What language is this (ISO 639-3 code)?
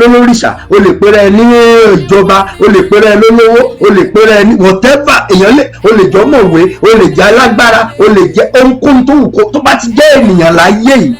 yor